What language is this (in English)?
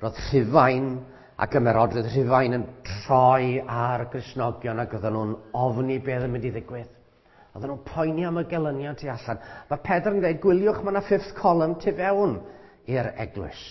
Welsh